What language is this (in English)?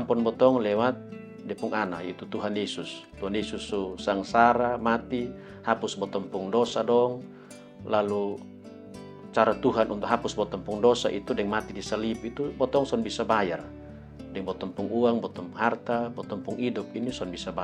Kupang Malay